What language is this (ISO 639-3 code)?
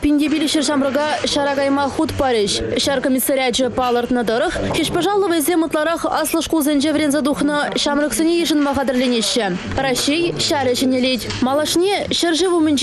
chv